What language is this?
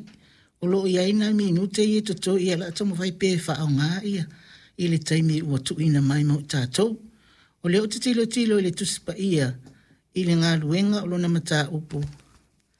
Samoan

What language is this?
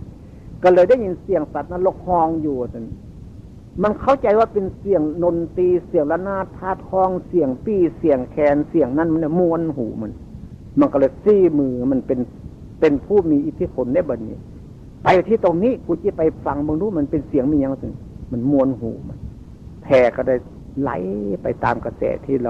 Northeastern Thai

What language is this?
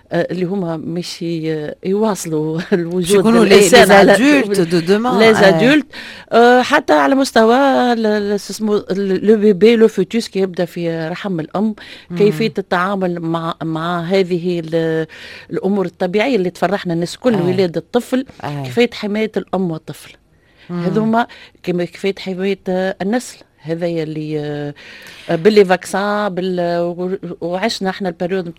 Tunisian Arabic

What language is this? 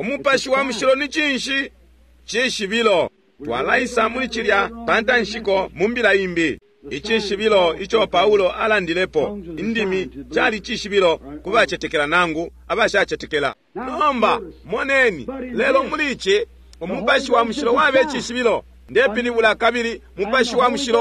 Bemba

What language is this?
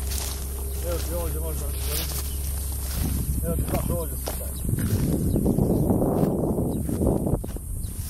Croatian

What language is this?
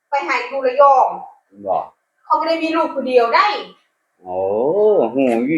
Northeastern Thai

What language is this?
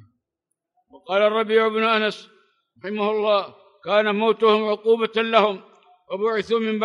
Arabic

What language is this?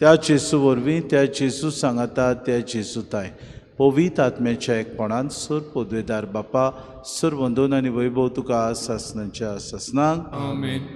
Konkani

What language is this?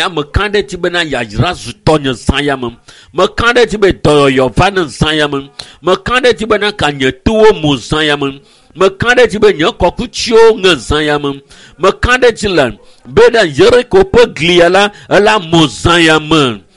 Ewe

